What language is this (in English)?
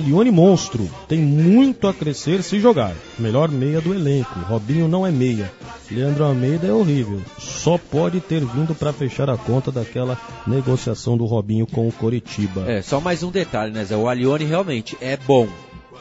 Portuguese